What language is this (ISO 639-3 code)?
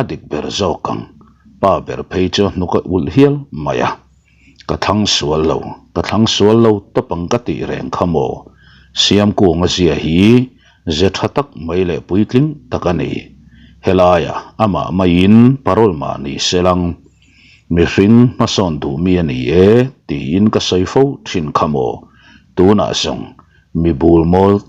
lus